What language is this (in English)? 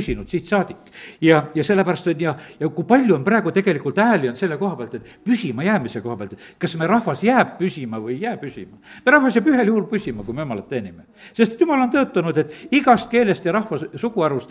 Estonian